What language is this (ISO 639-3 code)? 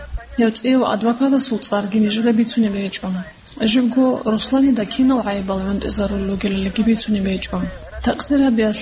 ava